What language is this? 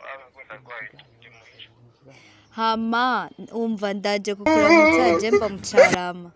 Rundi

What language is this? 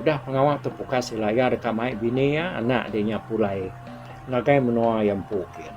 Iban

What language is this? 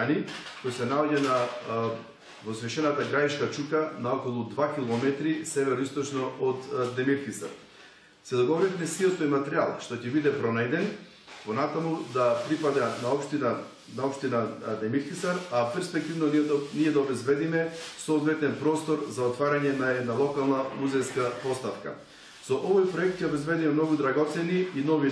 Macedonian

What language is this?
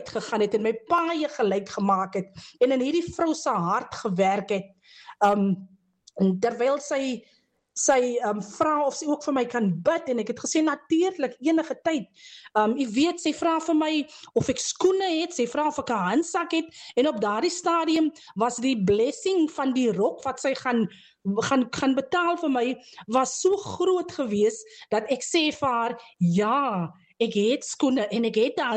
Afrikaans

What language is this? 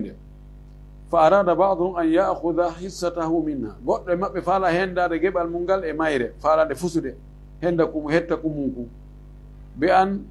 Fula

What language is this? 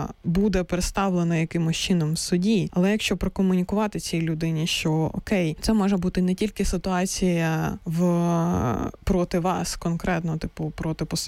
Ukrainian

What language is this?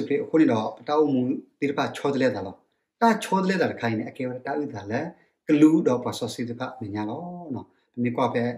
S'gaw Karen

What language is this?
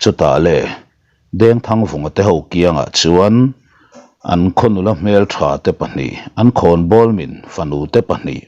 Mizo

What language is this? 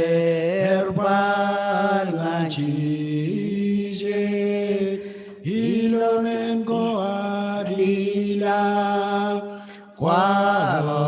Marshallese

